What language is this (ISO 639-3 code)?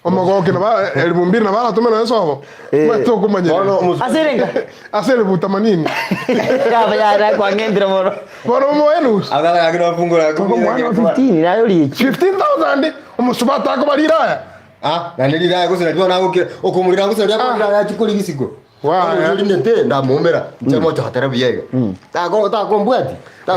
guz